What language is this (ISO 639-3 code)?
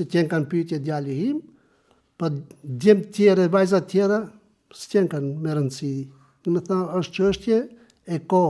sqi